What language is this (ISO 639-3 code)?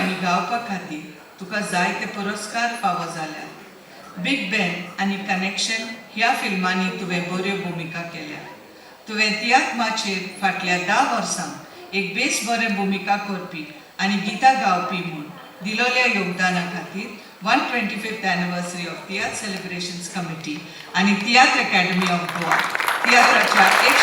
kok